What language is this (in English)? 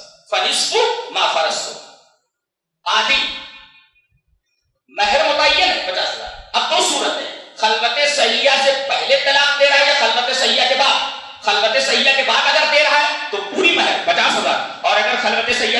Urdu